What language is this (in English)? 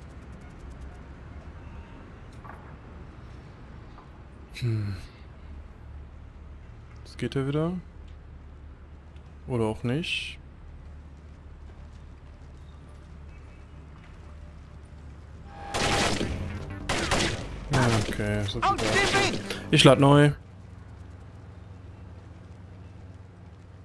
German